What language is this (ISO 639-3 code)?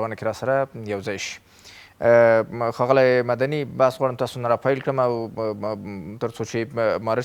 pus